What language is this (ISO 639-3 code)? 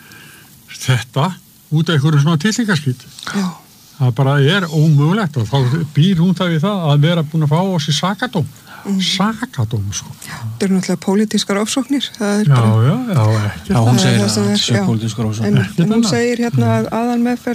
isl